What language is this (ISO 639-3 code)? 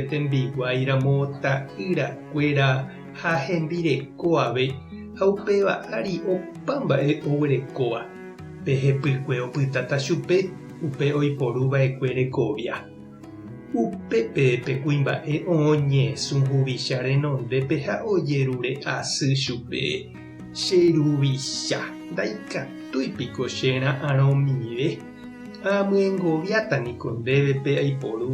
grn